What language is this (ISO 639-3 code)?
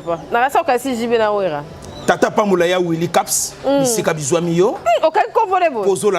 lin